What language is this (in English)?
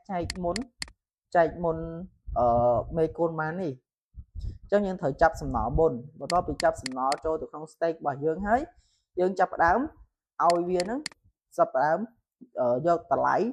Khmer